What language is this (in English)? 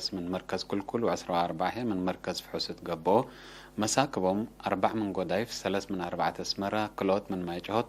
Tigre